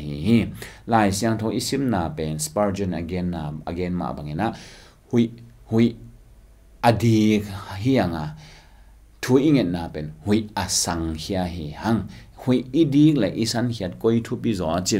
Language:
Tedim Chin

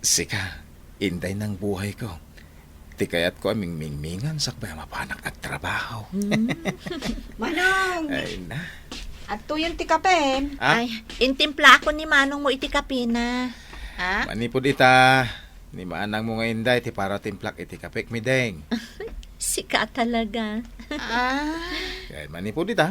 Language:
Iloko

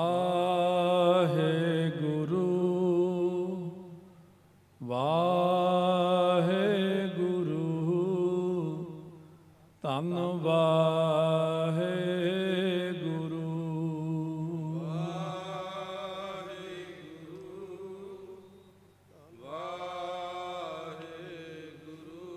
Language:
Punjabi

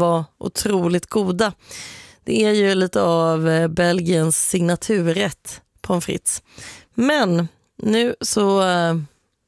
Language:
Swedish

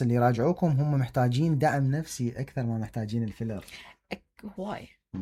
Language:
Mesopotamian Arabic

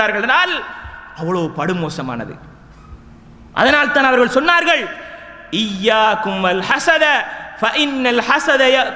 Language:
Tamil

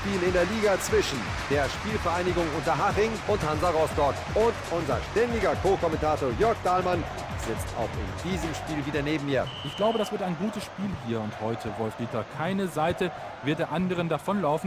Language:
Bavarian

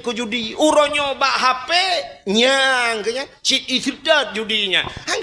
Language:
Achinese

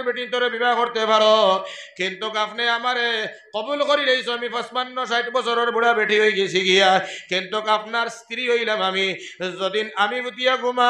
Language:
Sylheti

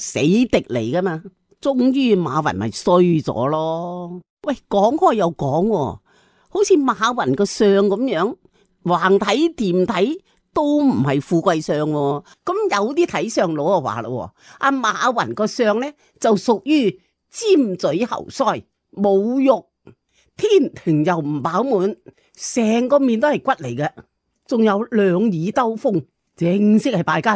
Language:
Cantonese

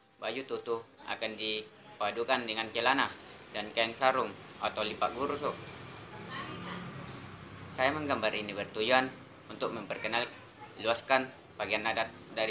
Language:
Indonesian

